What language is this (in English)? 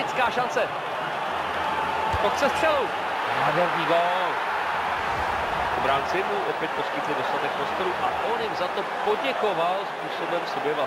Czech